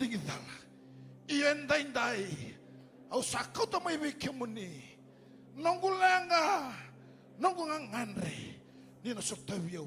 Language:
Fijian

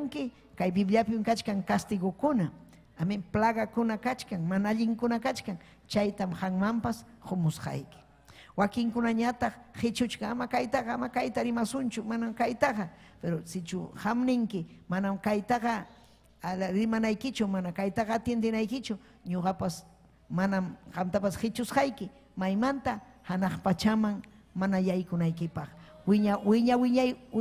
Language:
Ayacucho Quechua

